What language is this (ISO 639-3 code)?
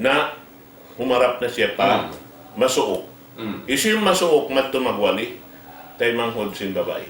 tsg